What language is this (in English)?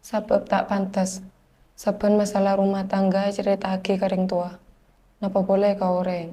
Madurese